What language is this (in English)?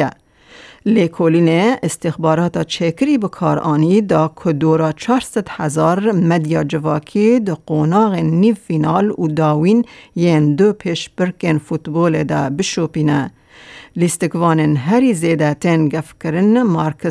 Kurdish